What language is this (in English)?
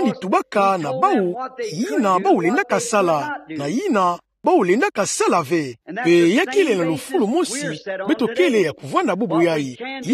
Kituba (Democratic Republic of Congo)